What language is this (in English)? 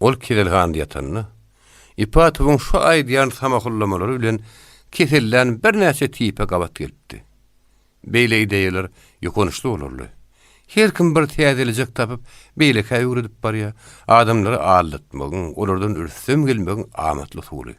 Turkmen